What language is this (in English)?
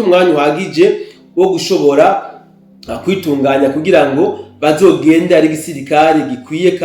Rundi